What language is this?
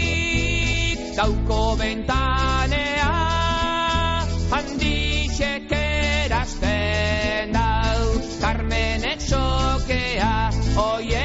Basque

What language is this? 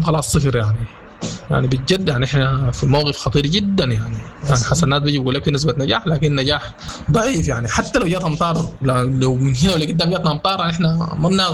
Sudanese Arabic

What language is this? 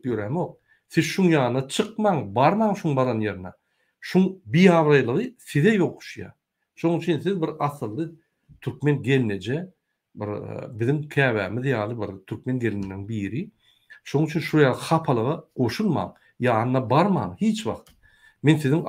Turkmen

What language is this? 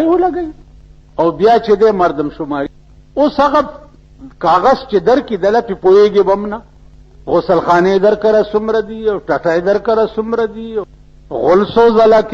Pashto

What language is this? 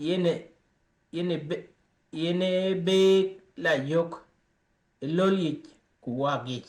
Dinka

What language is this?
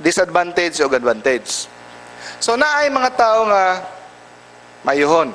Cebuano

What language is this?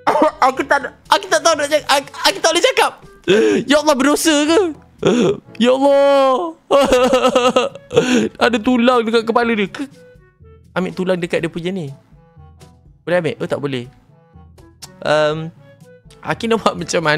Malay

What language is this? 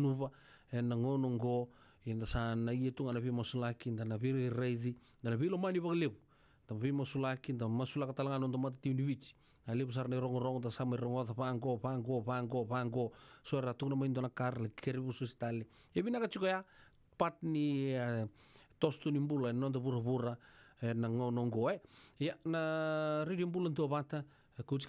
Fijian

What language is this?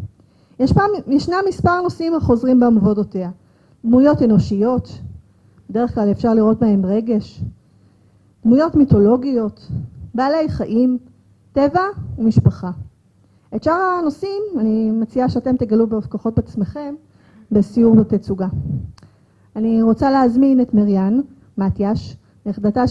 Hebrew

